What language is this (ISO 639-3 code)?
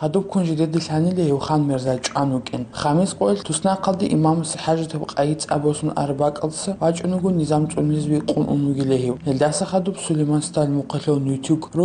ava